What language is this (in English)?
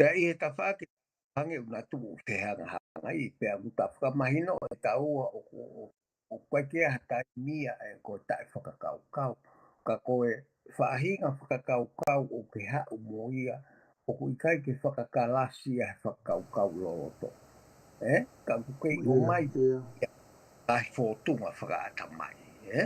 Tongan